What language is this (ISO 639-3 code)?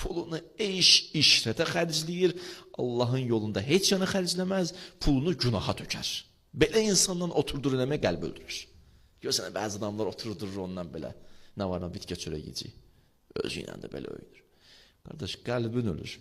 aze